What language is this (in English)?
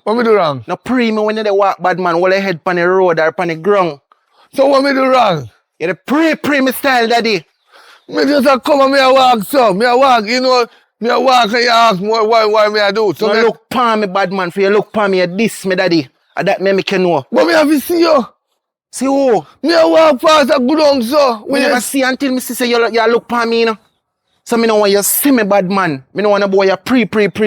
Jamaican Creole English